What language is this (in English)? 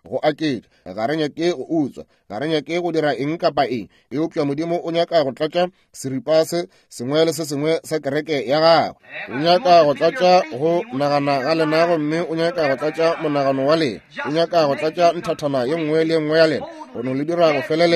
Northern Sotho